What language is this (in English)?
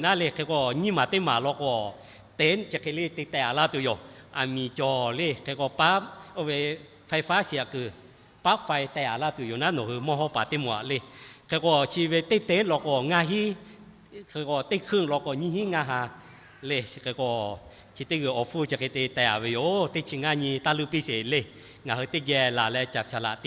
Lahu